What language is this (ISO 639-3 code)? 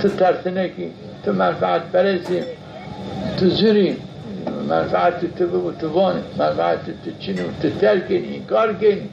zza